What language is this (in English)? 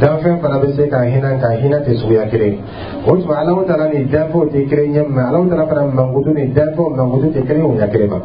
Dyula